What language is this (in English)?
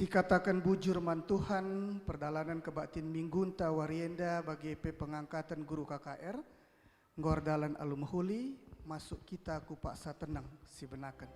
Batak Karo